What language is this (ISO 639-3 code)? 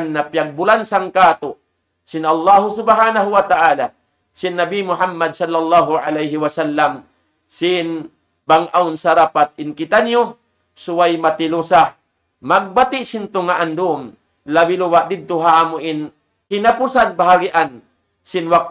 tsg